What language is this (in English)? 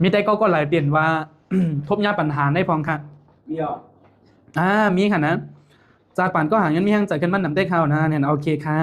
Shan